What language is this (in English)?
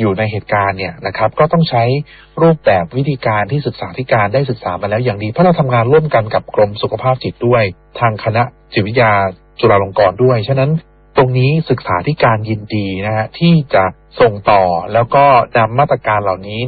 Thai